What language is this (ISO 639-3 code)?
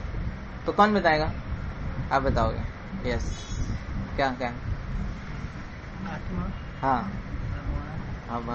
hin